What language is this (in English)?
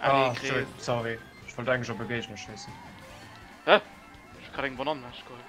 Luxembourgish